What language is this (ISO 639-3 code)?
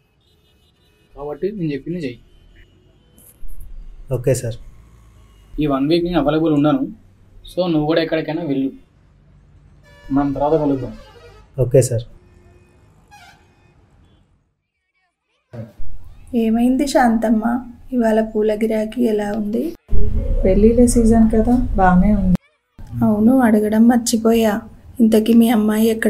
tel